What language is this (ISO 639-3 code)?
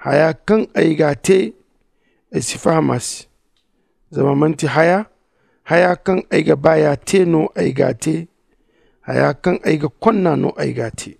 dje